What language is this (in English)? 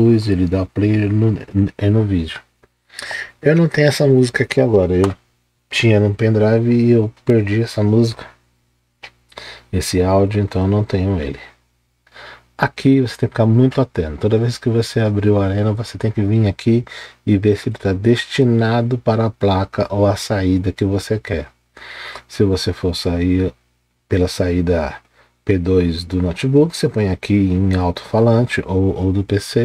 Portuguese